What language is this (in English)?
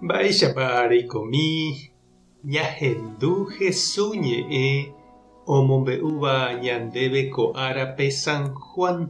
Guarani